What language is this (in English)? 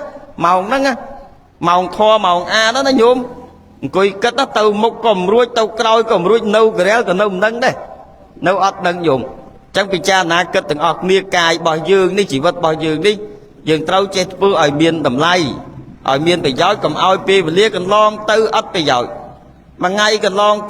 Khmer